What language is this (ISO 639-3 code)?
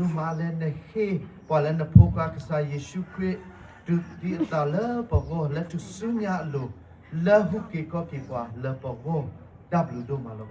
ksw